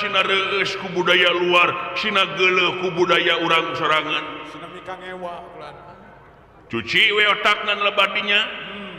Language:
Sundanese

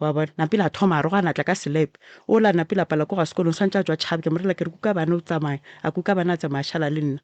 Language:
Northern Sotho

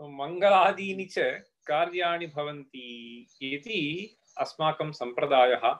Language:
Sanskrit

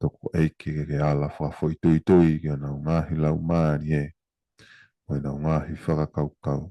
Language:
Tongan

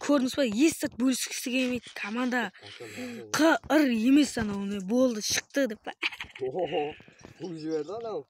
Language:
Kara-Kalpak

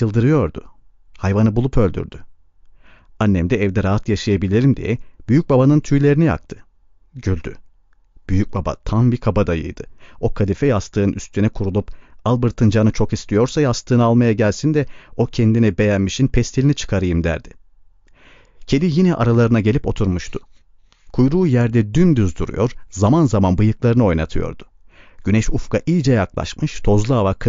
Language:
Turkish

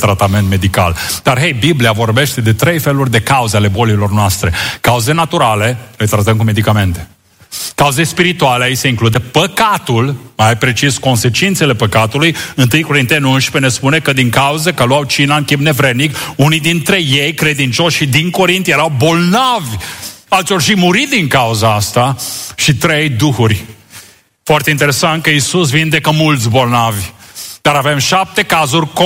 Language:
Romanian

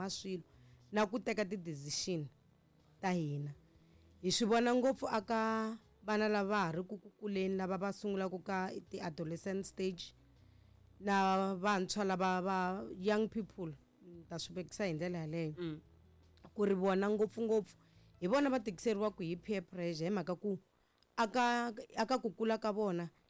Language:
Tsonga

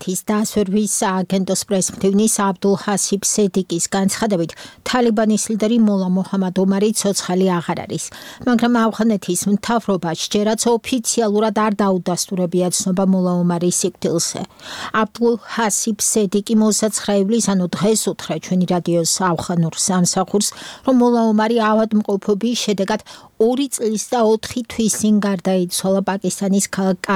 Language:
Georgian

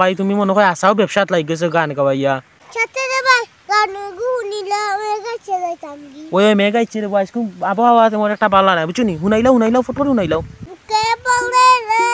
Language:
Sylheti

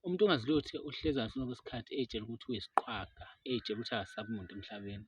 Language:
Zulu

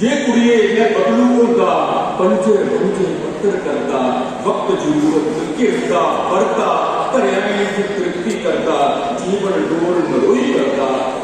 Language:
Dogri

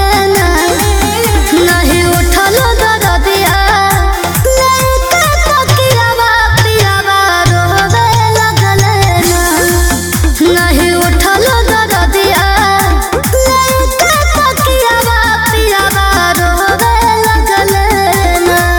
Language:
Bhojpuri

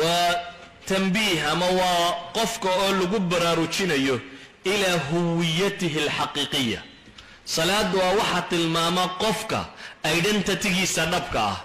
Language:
Somali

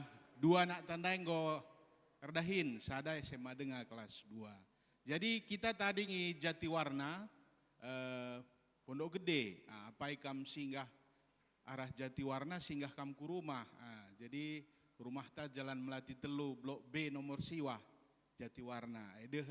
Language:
Batak Karo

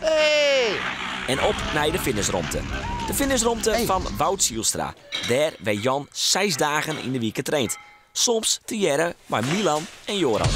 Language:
Western Frisian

